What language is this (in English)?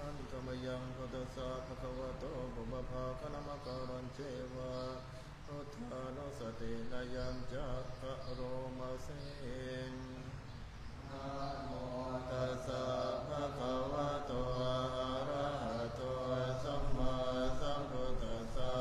Pali